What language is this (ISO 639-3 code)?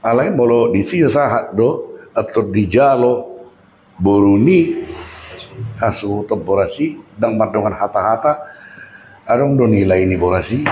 bbc